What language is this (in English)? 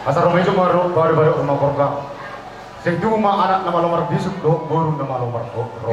Batak Toba